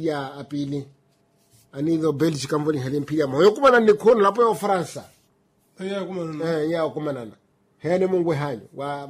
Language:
Makhuwa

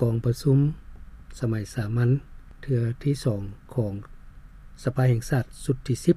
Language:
Lao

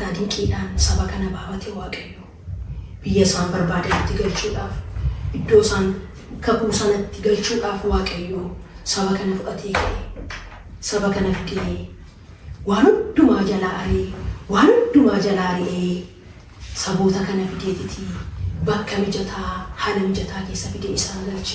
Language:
Oromo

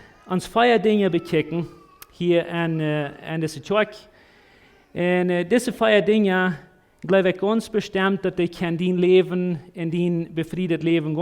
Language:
Plautdietsch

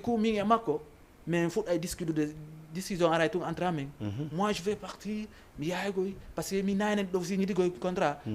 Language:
Fula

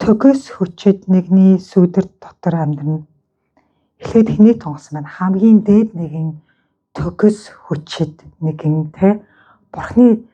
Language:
Mongolian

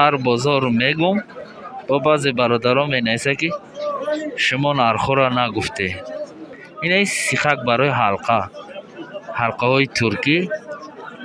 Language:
Tajik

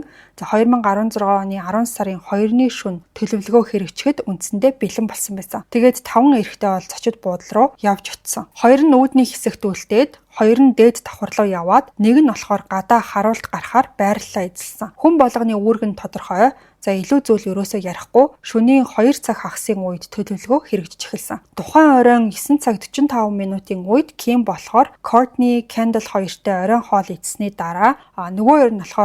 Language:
Mongolian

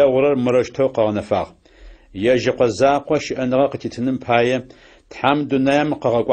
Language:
Adyghe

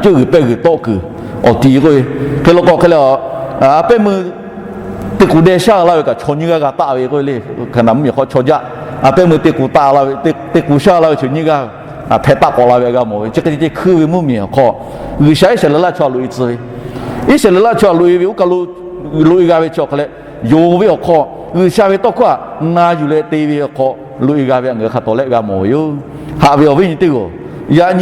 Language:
Lahu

